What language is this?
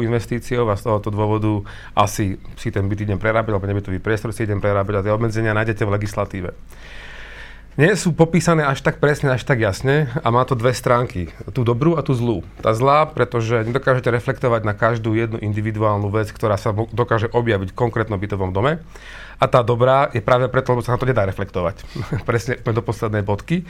Slovak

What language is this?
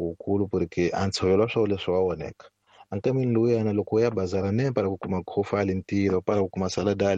Tsonga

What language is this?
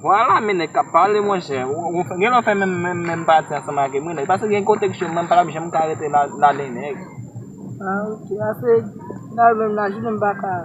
Haitian Creole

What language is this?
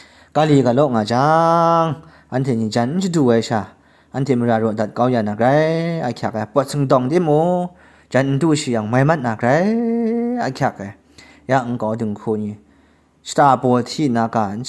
Kachin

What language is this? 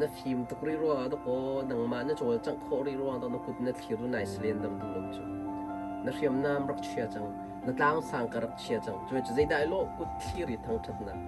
Hakha Chin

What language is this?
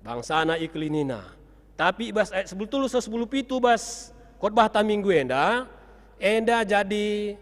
Batak Karo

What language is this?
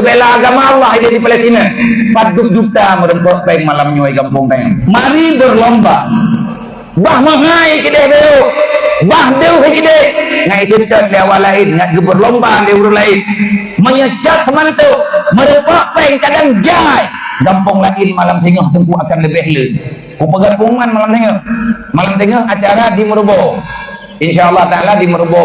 Achinese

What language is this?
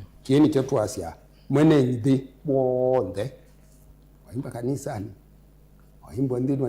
Kamba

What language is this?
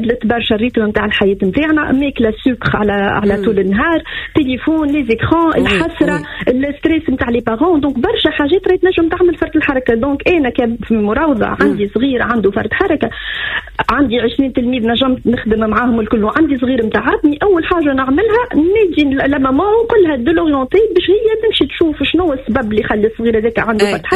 Tunisian Arabic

